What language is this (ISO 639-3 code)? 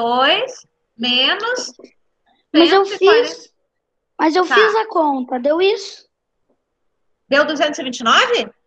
por